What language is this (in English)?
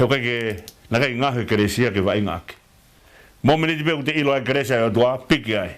Tongan